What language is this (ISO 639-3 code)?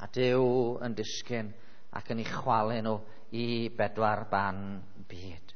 cym